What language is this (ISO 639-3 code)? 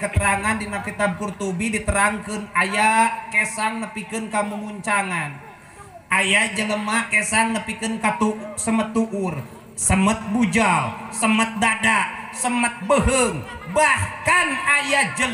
sun